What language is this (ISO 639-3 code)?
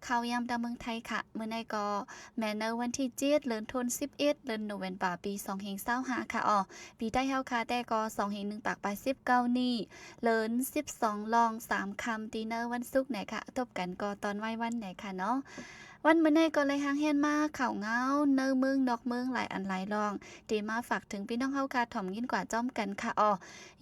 shn